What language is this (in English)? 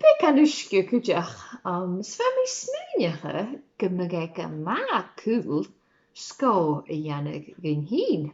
Scottish Gaelic